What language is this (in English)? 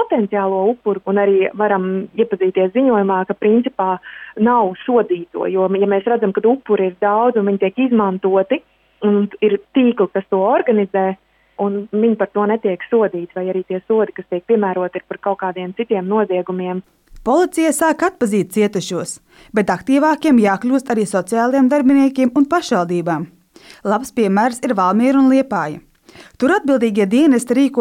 Latvian